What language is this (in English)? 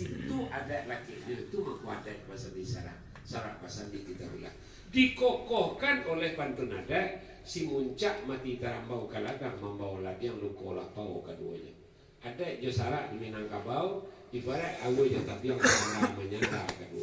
Minangkabau